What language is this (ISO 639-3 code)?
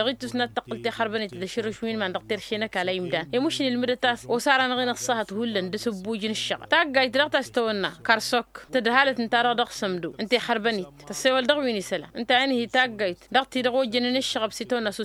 taq